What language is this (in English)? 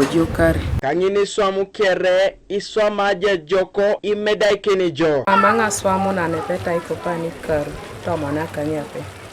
Teso